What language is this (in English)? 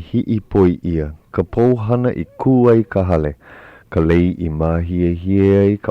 Hawaiian